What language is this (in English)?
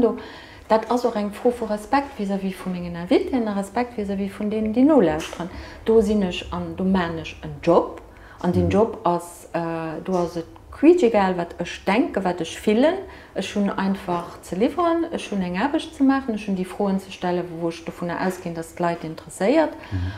Luxembourgish